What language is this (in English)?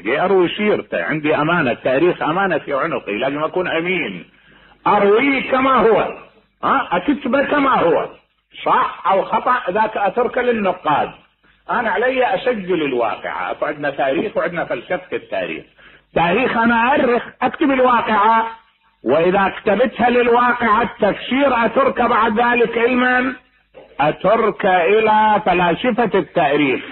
Mesopotamian Arabic